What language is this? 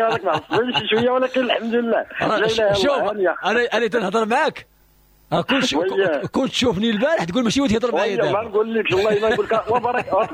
Moroccan Arabic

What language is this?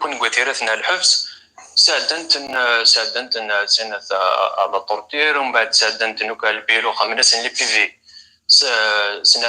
Kabyle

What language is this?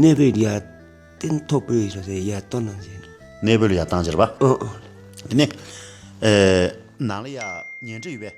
Tibetan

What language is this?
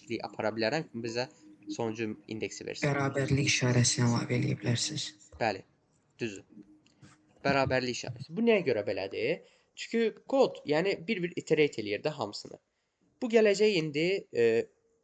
Azerbaijani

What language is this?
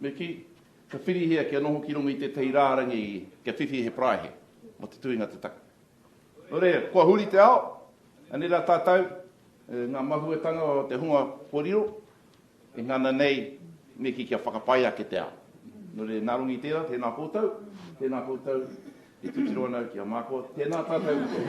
Māori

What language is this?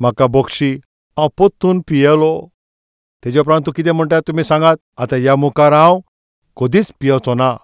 Konkani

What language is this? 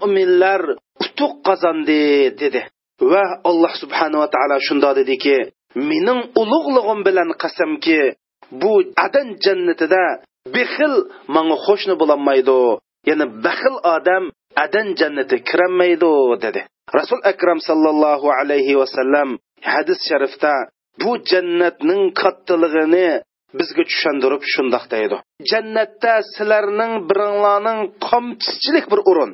Uyghur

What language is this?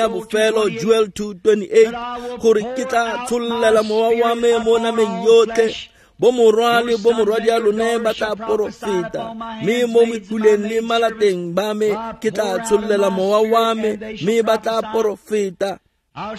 Tswana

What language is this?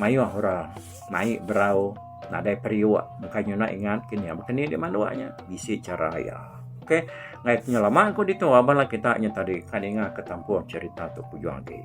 Iban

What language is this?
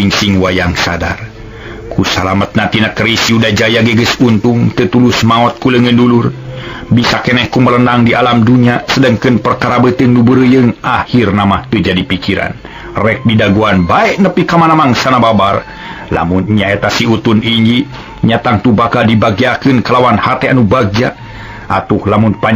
Sundanese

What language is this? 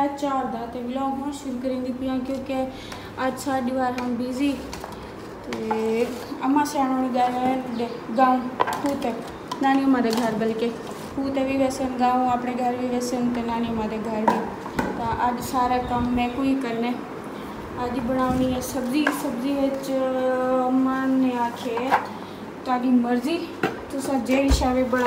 Saraiki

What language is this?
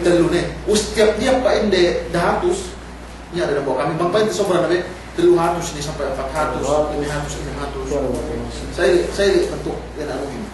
Yakan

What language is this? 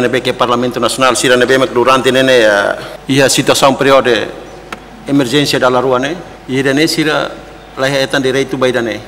Tetum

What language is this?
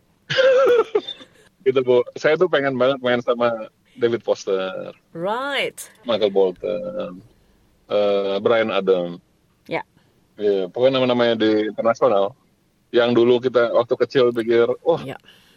Indonesian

